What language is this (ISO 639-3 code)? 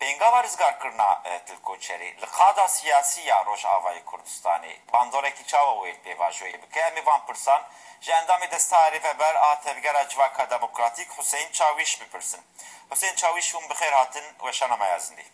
kur